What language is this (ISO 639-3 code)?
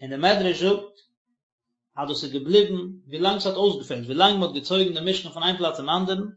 yid